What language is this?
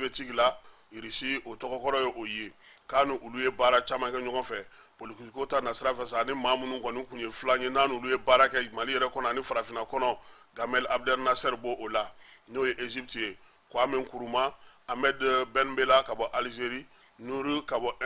Bambara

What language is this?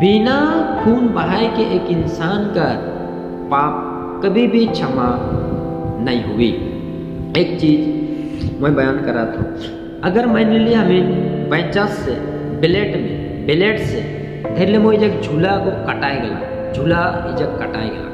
Sadri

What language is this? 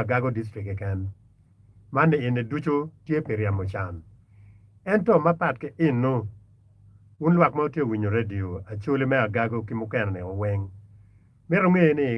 Acoli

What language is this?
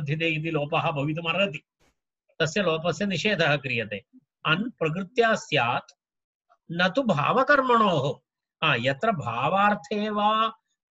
Sanskrit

